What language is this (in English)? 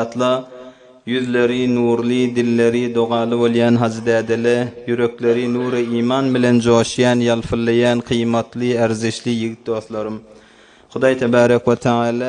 Turkmen